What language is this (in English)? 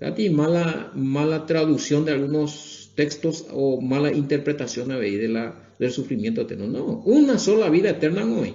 Guarani